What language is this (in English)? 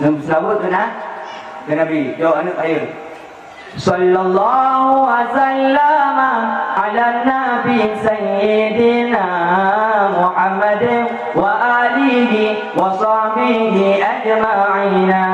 Achinese